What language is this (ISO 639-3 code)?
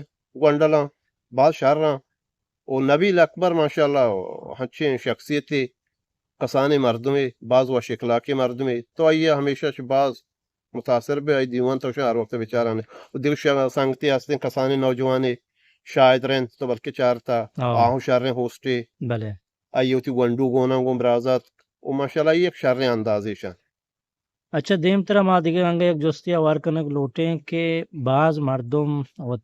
bgp